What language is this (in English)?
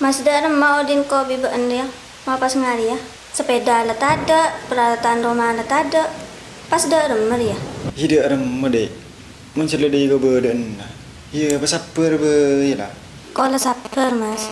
Madurese